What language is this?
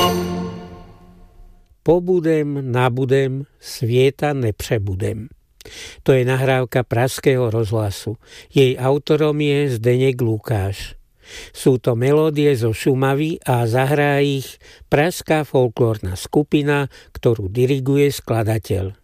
Slovak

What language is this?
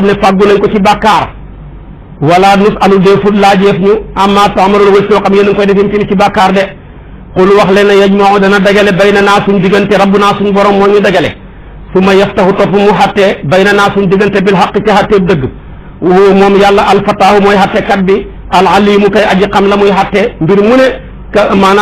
Wolof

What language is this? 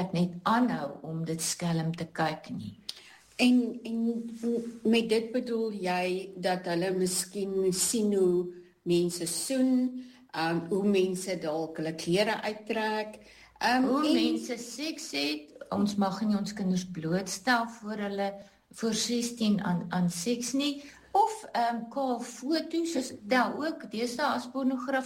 Afrikaans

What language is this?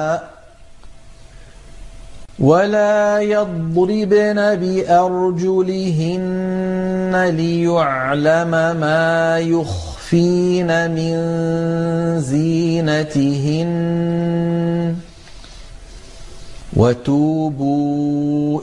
Arabic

